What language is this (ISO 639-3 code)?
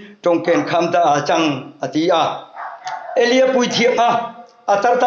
hmr